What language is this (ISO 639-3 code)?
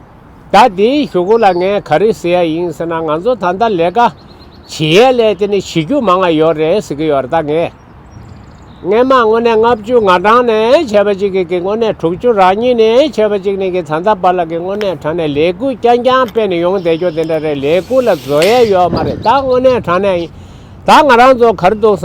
bod